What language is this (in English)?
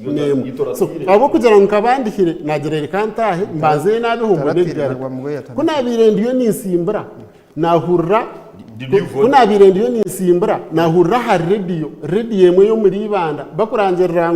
Nyankole